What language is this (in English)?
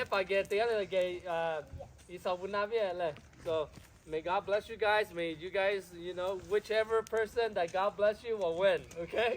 Lahu